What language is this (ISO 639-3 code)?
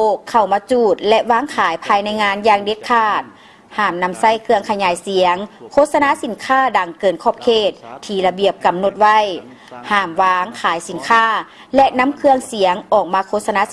lao